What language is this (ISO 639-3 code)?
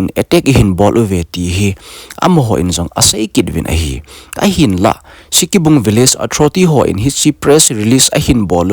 tcz